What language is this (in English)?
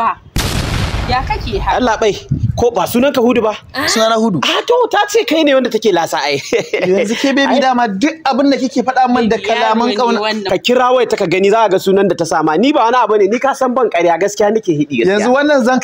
Hausa